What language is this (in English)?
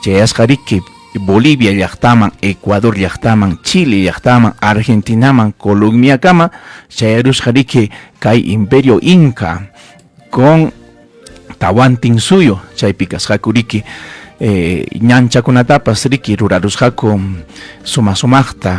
Ayacucho Quechua